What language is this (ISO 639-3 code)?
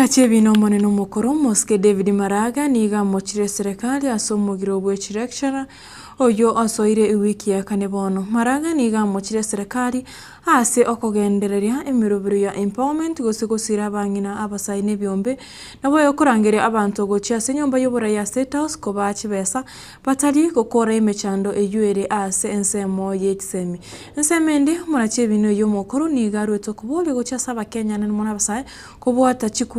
guz